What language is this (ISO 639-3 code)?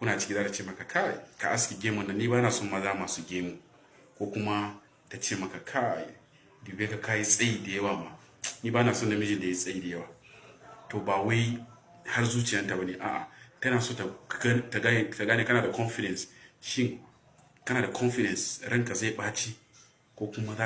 hau